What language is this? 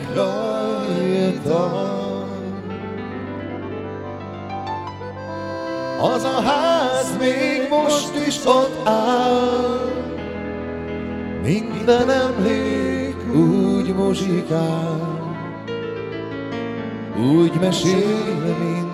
Hungarian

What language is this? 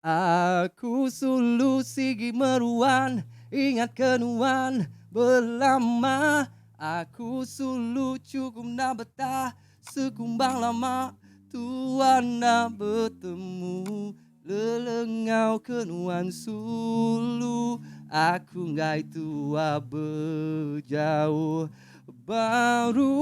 Iban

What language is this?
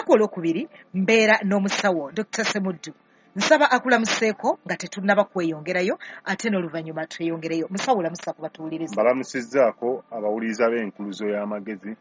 Ganda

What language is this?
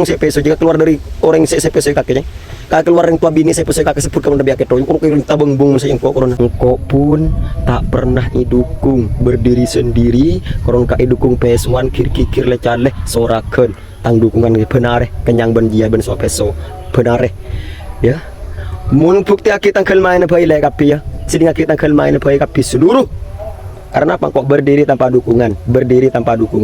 Madurese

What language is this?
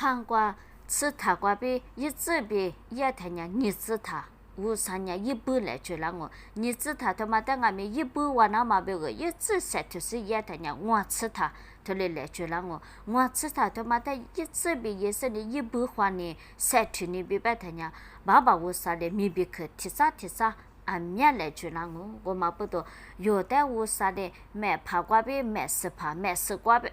Lisu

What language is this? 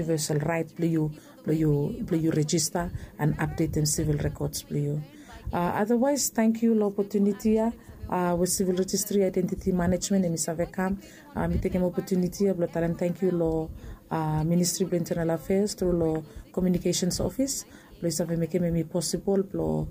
Bislama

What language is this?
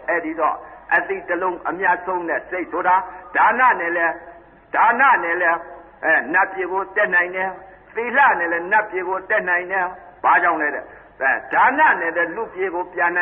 Burmese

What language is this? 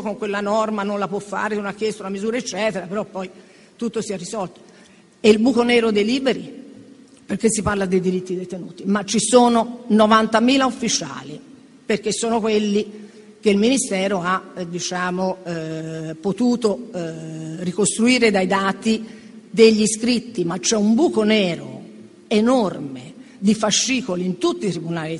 Italian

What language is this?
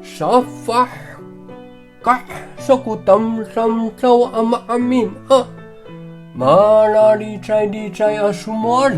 Amis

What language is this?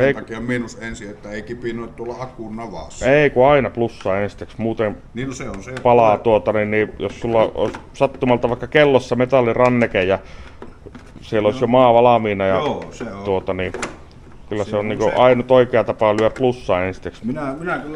Finnish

